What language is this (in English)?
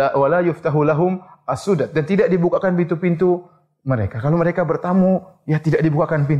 Indonesian